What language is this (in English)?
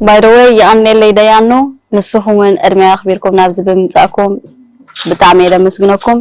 Tigrinya